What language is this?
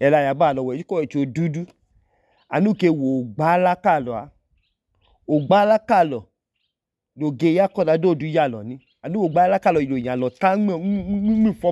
Idoma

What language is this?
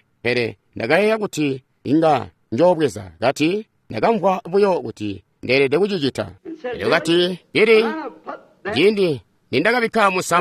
Tonga (Zambia)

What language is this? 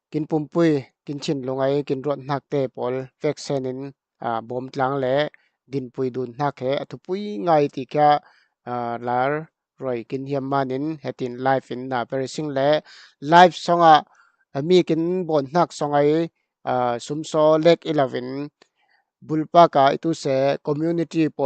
Falam Chin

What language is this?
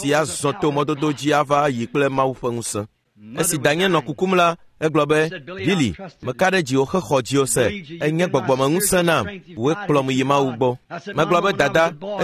Ewe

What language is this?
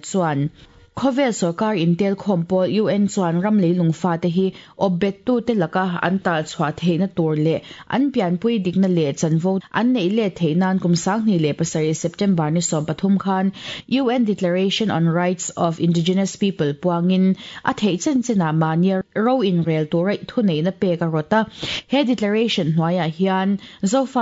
Mizo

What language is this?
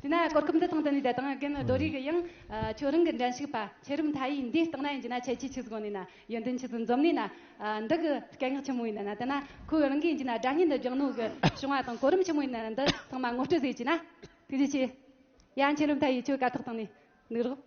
Tibetan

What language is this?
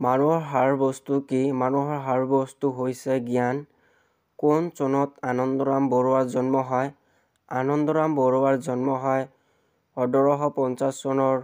Assamese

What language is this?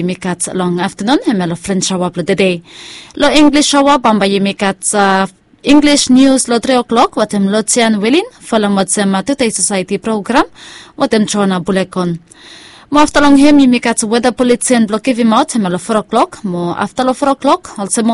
Bislama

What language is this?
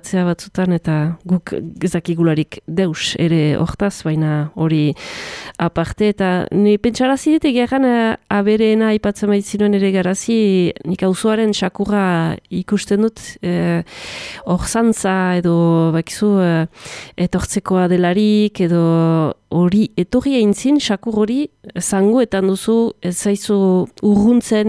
Basque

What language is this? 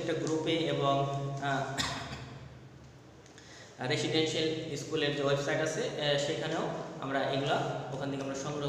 Bangla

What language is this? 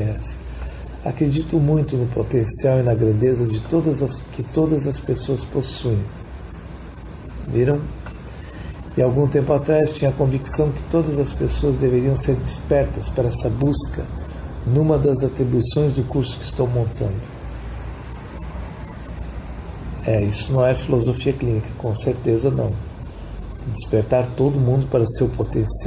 Portuguese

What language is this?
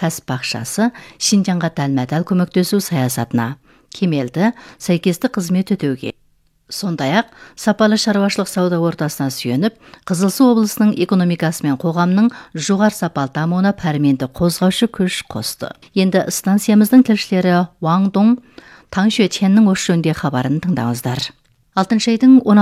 Kazakh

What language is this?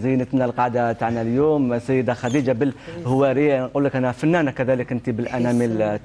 Algerian Arabic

